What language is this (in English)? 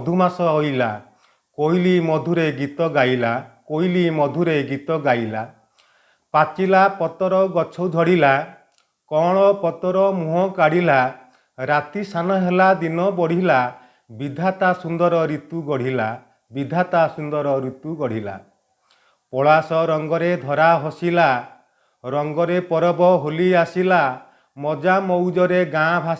Odia